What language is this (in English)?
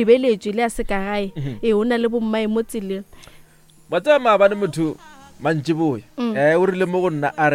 Northern Sotho